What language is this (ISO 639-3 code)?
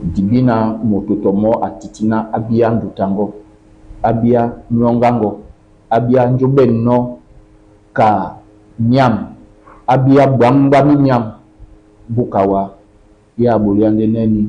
dua